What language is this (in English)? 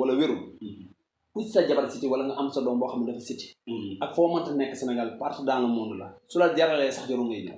Wolof